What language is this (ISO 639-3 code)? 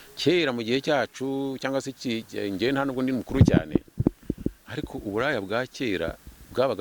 kin